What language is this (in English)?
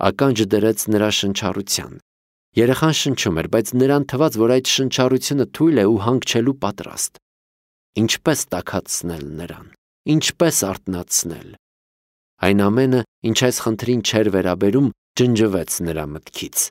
Armenian